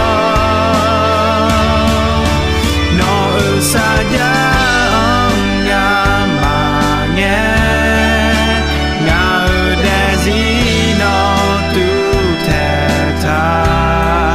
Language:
Akha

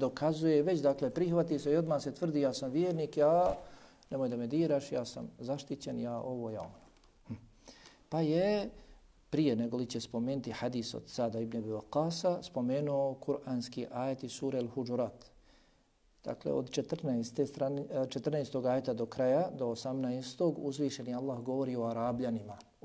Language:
Bosnian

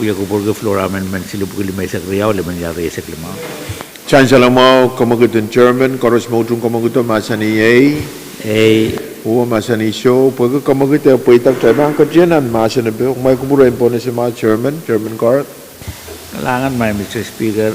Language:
Pohnpeian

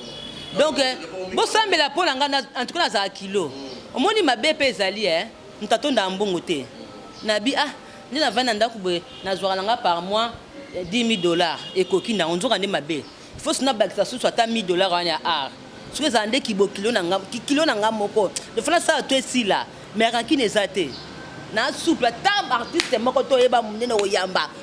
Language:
Lingala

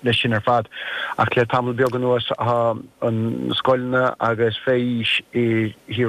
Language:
Irish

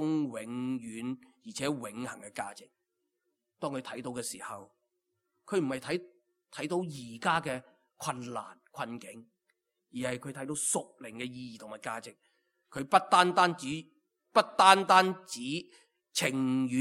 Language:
Cantonese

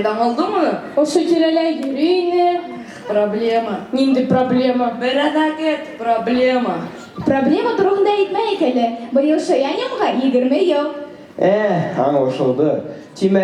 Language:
Bashkir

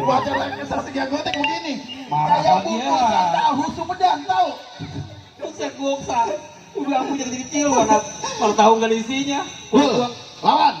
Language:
Betawi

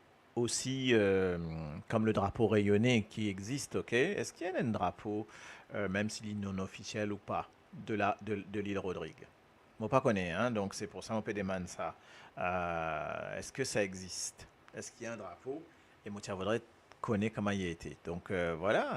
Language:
Morisyen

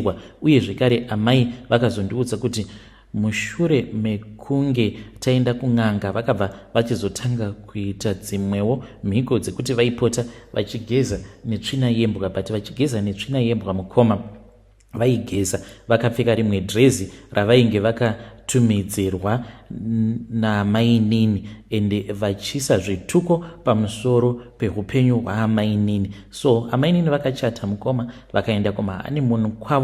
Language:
Shona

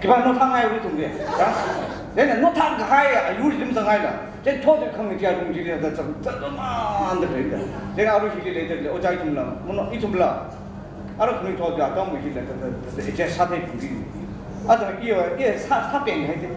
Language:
Tangkhul Naga (India)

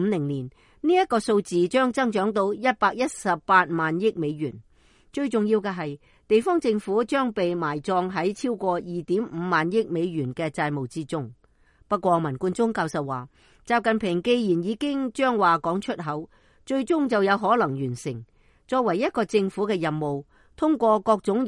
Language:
Cantonese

